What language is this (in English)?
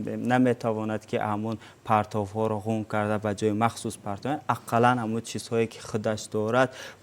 Tajik